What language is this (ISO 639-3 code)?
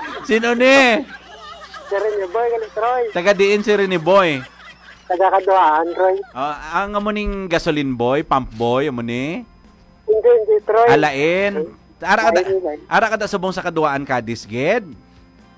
hil